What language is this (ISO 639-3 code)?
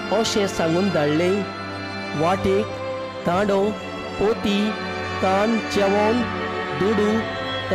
kok